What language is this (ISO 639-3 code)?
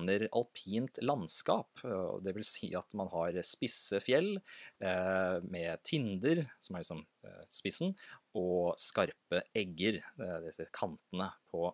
nor